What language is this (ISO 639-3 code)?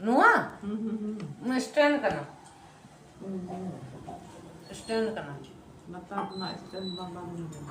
sat